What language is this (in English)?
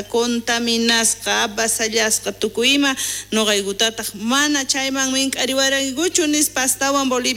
South Bolivian Quechua